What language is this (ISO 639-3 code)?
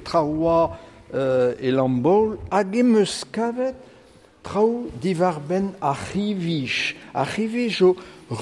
bre